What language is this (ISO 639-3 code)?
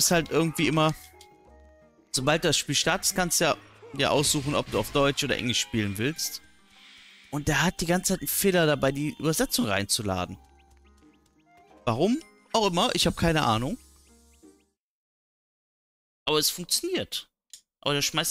deu